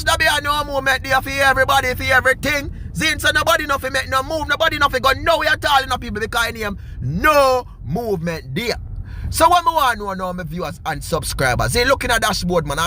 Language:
Jamaican Creole English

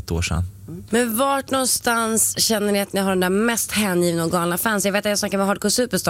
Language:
Swedish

